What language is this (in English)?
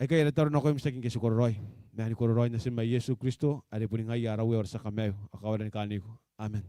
Gilbertese